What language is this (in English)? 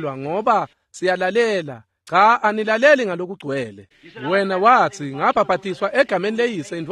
Swati